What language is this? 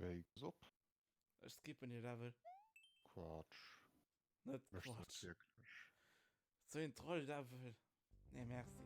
Luxembourgish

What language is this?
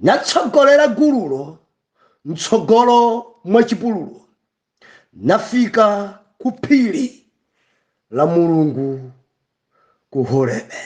Nyanja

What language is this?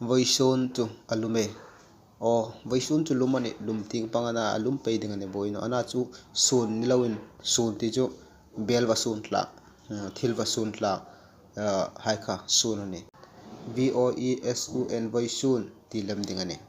Hmar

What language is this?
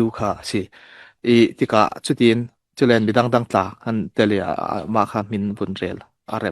Falam Chin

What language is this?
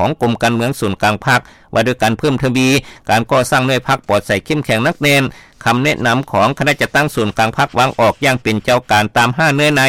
Lao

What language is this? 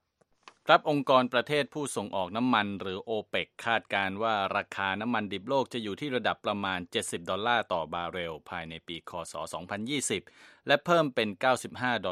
Thai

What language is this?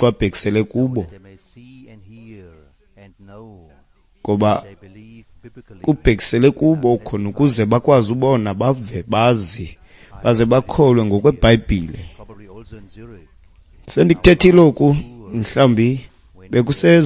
Xhosa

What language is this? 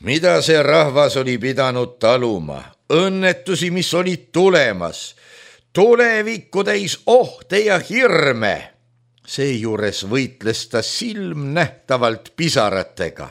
Estonian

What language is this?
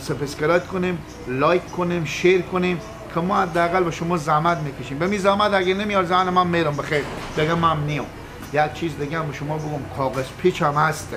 Persian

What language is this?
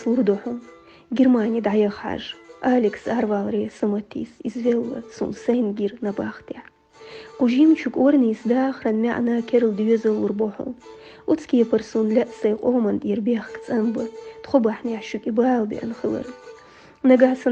Chechen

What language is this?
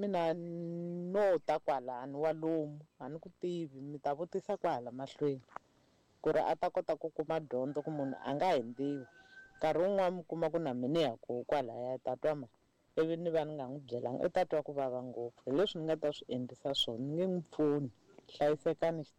Tsonga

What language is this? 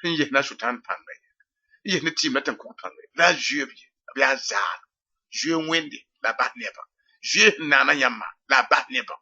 Mossi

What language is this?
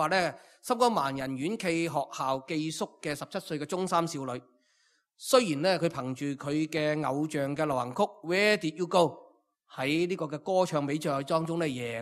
Cantonese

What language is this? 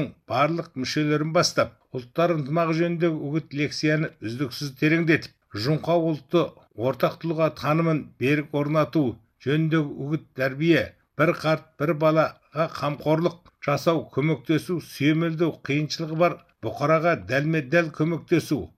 Kazakh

